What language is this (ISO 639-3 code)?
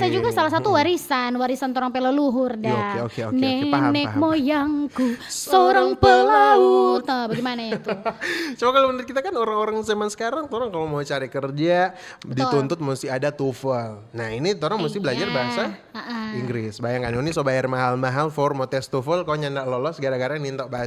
xmm